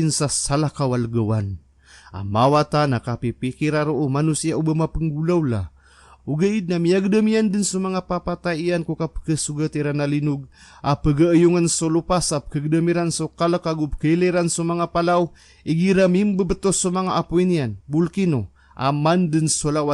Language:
Maranao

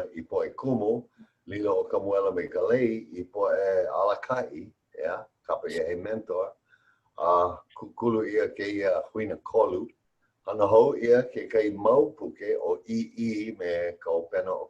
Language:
Hawaiian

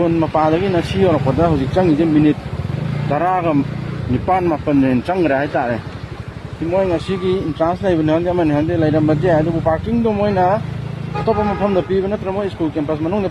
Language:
Manipuri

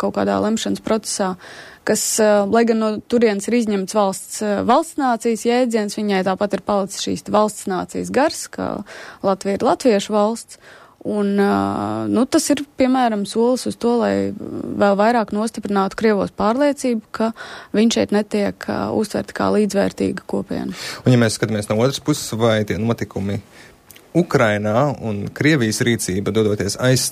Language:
Latvian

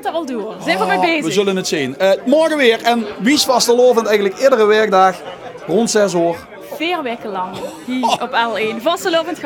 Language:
Limburgish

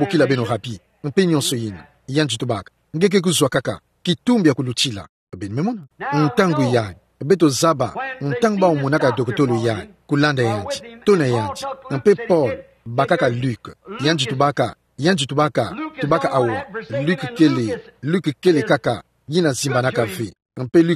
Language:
Kituba (Democratic Republic of Congo)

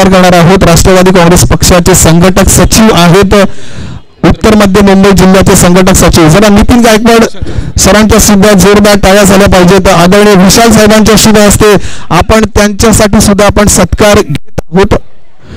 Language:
Marathi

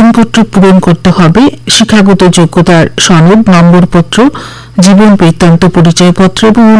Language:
Bangla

